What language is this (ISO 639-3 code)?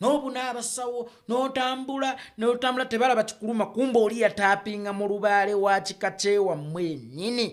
lug